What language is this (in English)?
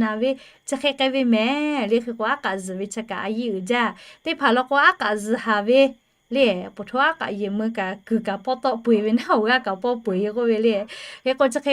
Lahu